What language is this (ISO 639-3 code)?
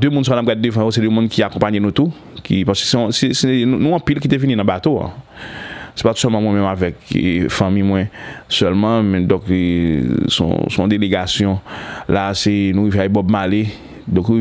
hat